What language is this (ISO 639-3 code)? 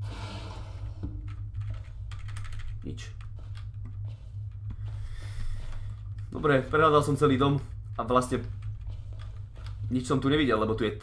slk